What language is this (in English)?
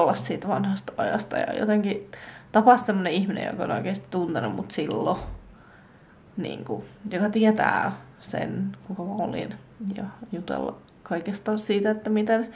Finnish